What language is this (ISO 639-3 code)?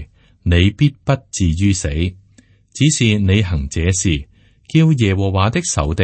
yue